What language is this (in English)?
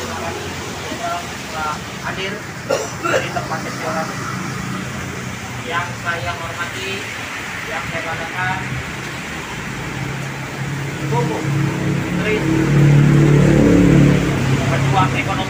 Indonesian